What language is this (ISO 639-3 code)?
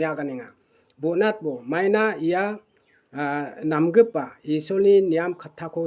grt